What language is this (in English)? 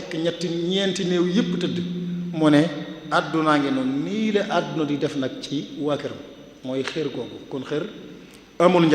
Wolof